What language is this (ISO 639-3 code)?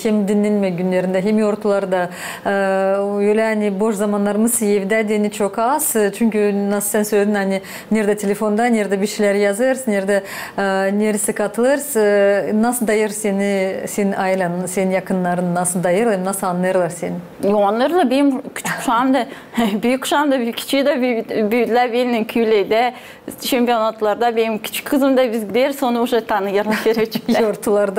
gag